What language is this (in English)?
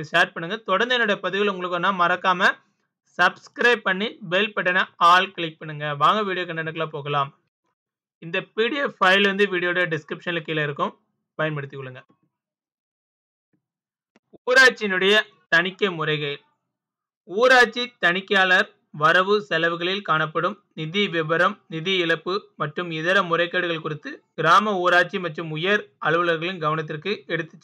Tamil